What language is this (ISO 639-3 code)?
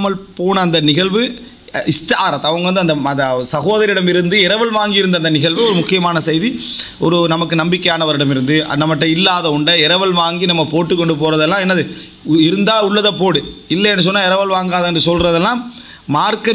tam